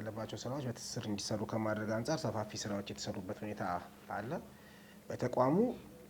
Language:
Amharic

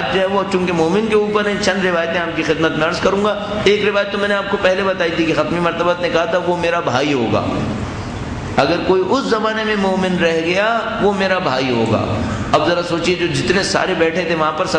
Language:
Urdu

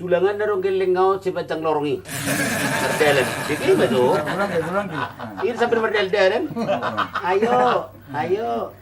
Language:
Batak Toba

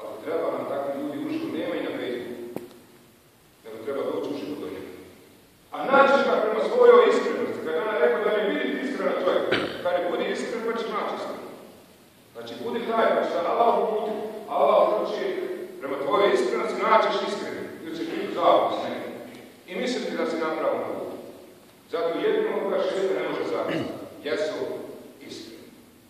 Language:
Bosnian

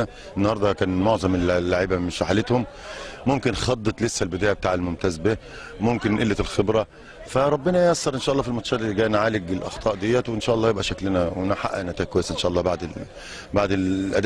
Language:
Egyptian Arabic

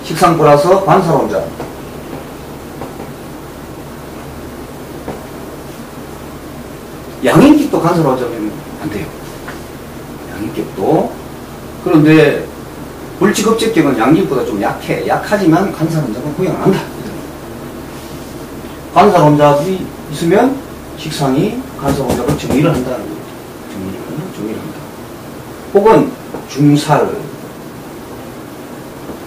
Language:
Korean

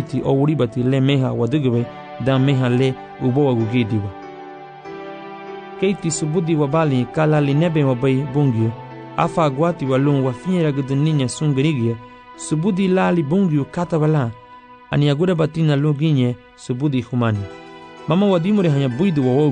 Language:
Garifuna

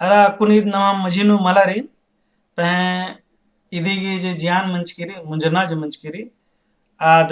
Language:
Kurukh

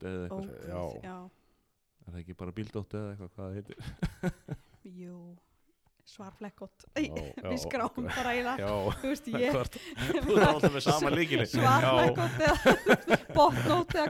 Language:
Icelandic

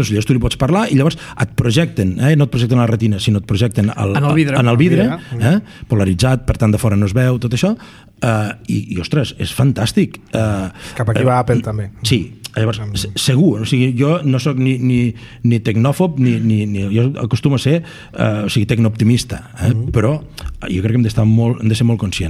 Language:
Catalan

